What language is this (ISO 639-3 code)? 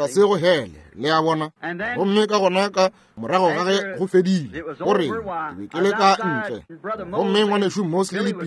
nso